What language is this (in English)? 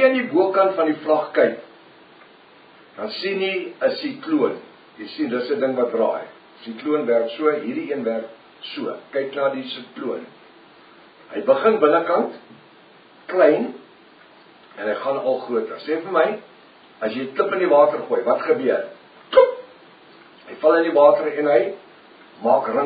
Afrikaans